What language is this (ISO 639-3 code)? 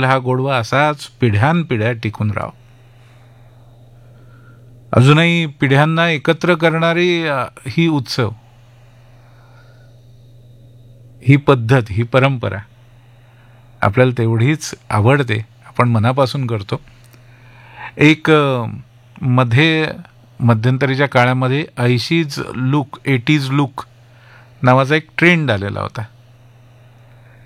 mar